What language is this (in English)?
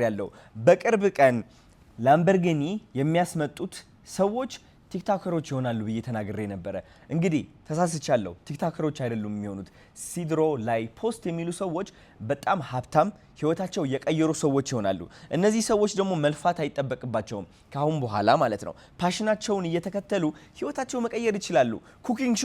Amharic